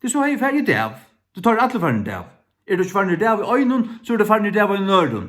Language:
Faroese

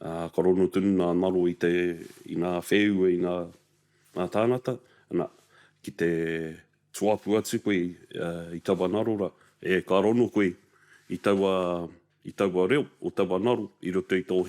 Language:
Māori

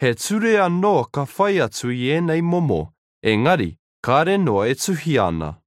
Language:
Māori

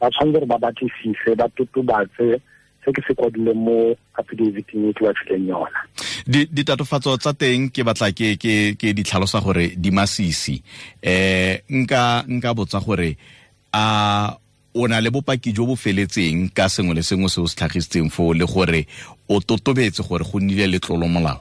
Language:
Tswana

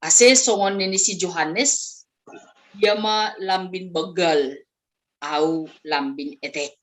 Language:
Batak Simalungun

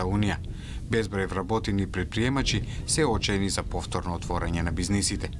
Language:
Macedonian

